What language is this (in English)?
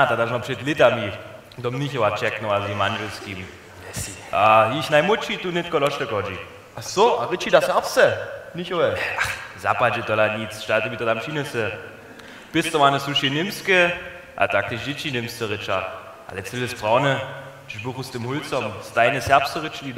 Upper Sorbian